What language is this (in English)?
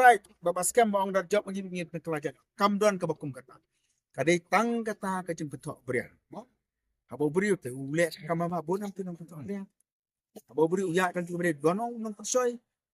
Khasi